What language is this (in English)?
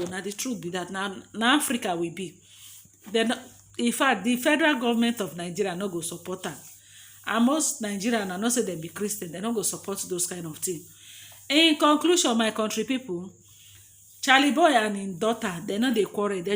Nigerian Pidgin